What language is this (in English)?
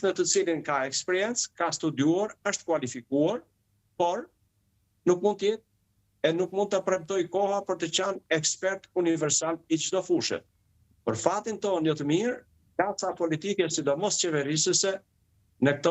Albanian